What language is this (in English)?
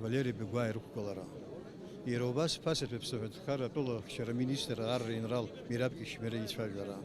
Abkhazian